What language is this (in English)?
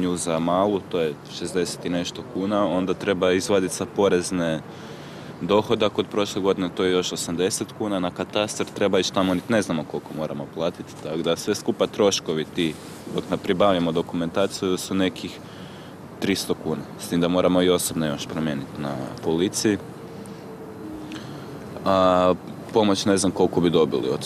Croatian